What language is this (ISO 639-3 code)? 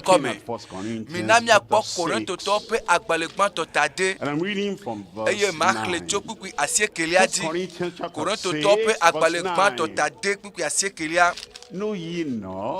ewe